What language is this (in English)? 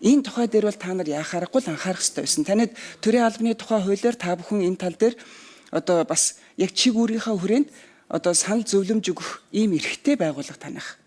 Mongolian